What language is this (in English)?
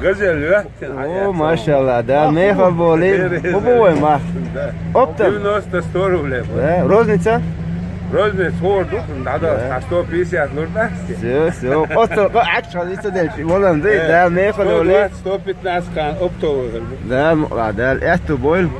Chechen